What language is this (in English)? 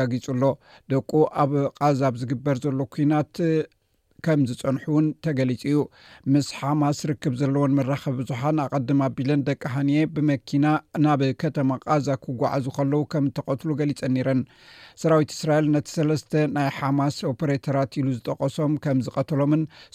Tigrinya